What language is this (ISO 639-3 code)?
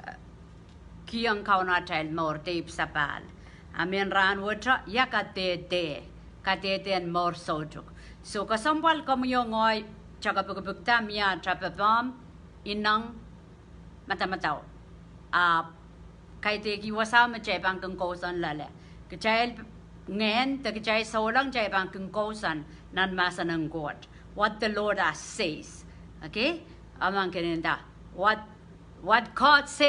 pon